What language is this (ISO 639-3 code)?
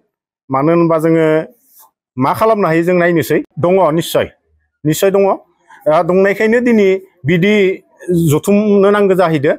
brx